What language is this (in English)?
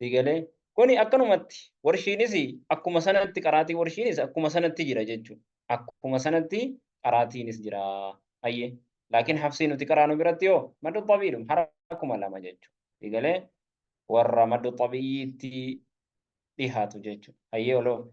Oromo